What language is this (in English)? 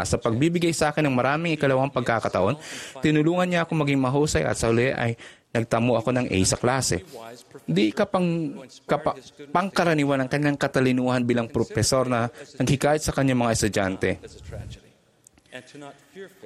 Filipino